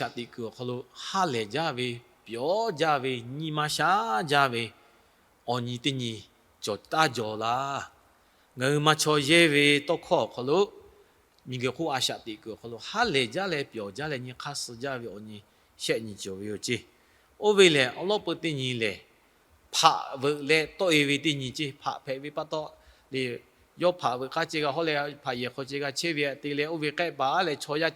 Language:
Lahu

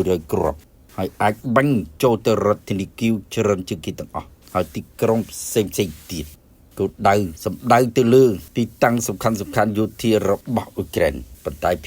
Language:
Khmer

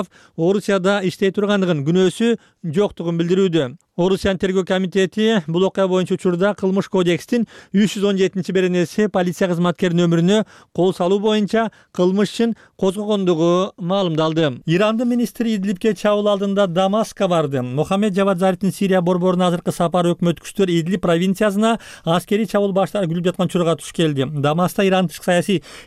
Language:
Kyrgyz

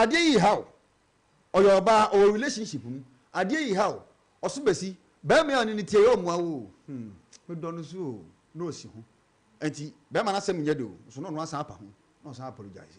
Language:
Akan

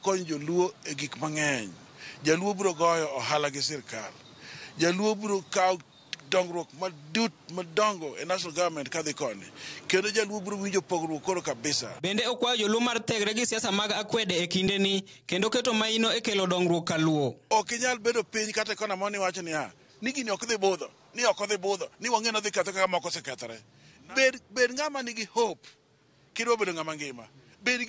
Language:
Luo (Kenya and Tanzania)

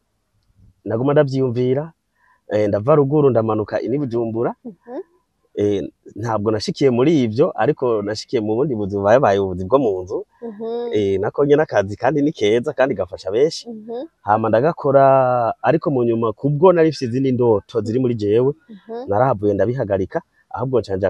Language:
Rundi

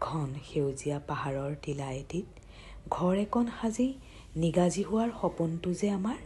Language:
Assamese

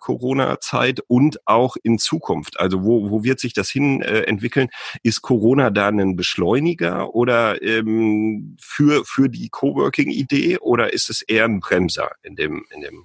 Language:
German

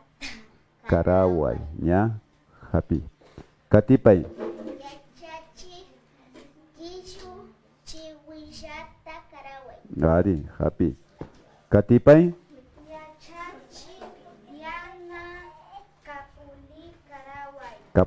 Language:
Imbabura Highland Quichua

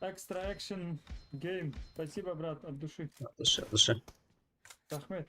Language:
Kara-Kalpak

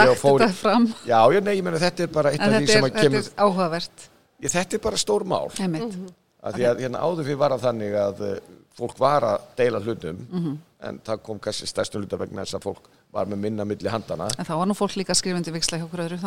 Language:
Icelandic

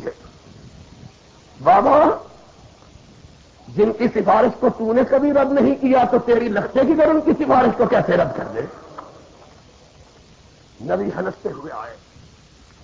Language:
Urdu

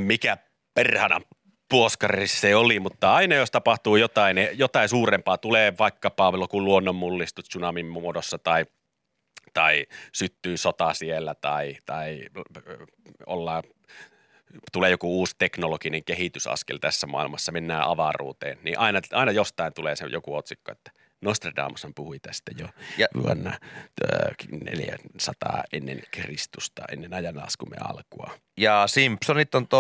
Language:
Finnish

